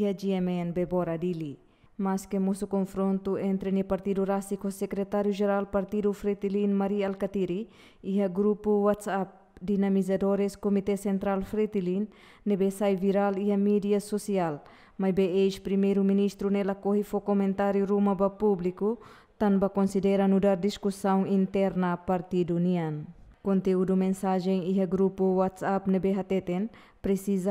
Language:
Tetum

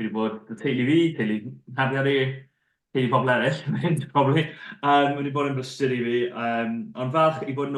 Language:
Welsh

